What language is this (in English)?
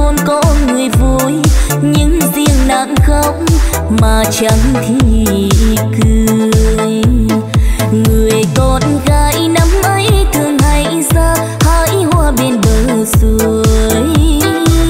Vietnamese